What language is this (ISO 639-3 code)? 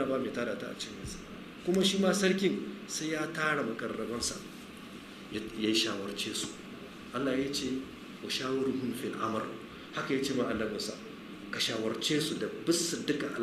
hau